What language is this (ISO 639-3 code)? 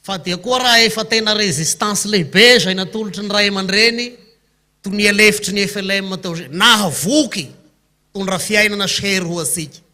mlg